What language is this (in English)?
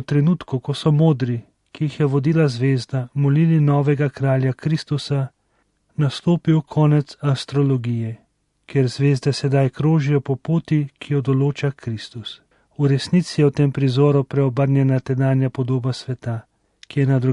Slovenian